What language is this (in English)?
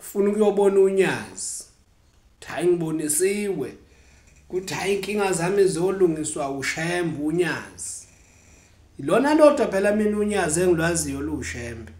Zulu